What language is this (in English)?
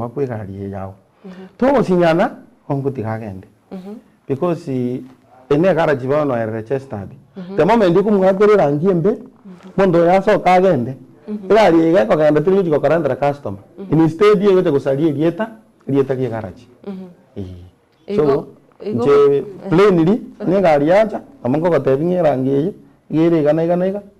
Gusii